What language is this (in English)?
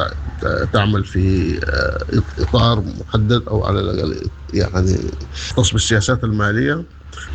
Sudanese Arabic